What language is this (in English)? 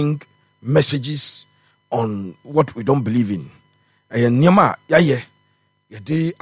Akan